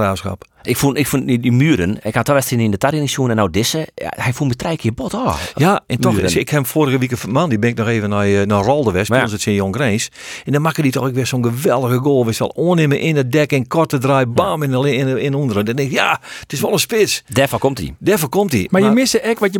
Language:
Western Frisian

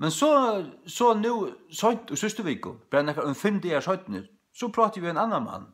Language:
Faroese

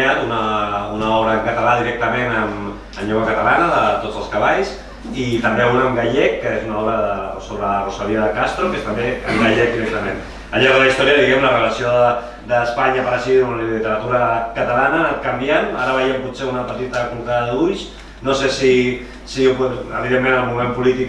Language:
Catalan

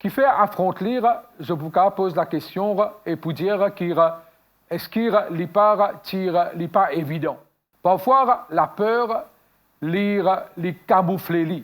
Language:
Morisyen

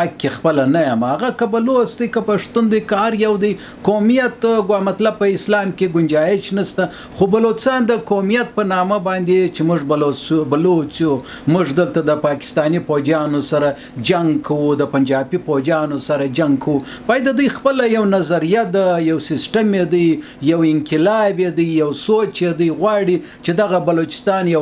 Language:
Pashto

